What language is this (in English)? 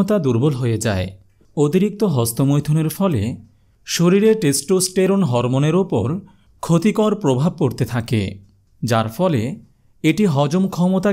Bangla